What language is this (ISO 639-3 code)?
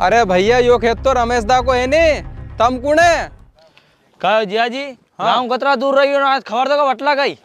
raj